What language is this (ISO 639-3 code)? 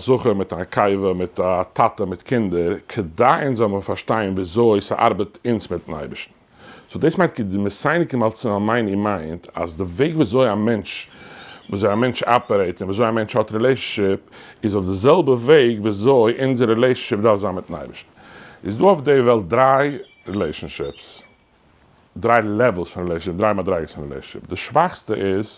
yid